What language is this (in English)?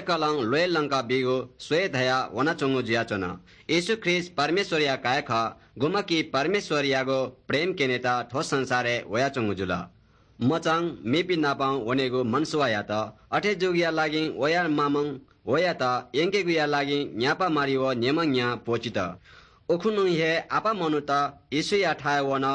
Newari